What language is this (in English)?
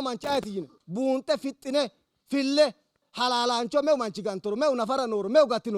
Sidamo